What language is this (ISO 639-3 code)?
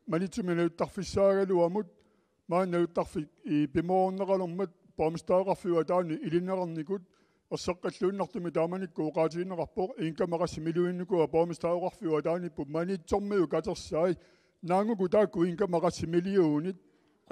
kal